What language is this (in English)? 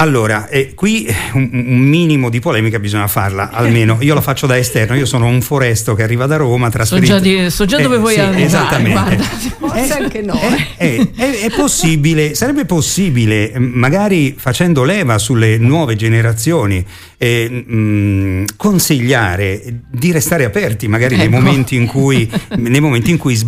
Italian